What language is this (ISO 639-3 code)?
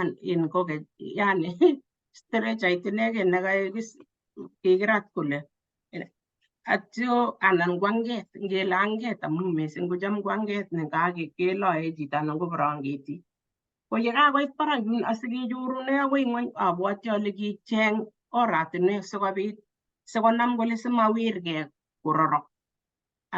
kln